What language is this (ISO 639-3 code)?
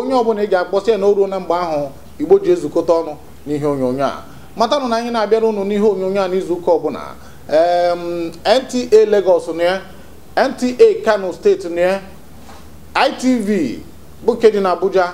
ibo